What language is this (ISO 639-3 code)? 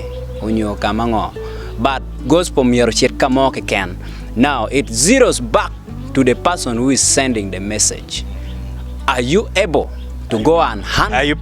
ach